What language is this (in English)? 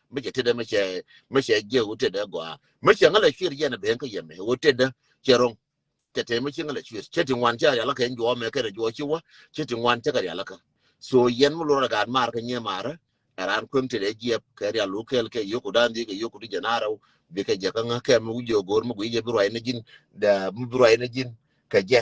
Nuer